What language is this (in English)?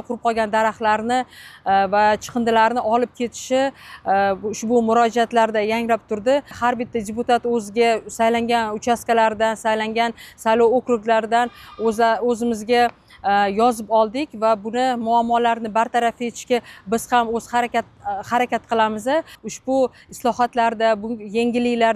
Uzbek